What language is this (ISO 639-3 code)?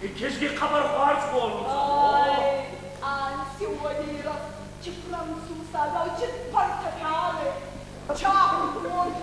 oss